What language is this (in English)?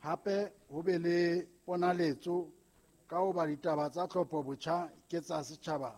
Southern Sotho